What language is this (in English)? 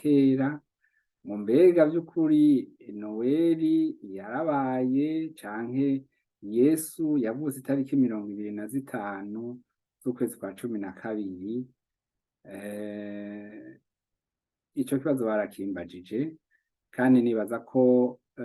Rundi